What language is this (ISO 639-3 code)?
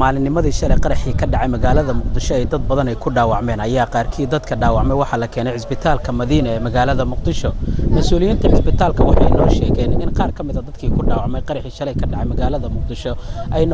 som